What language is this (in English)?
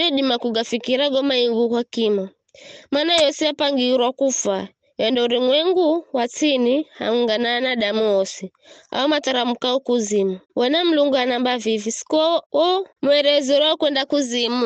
Giryama